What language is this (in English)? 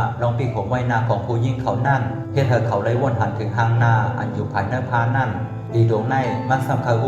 Shan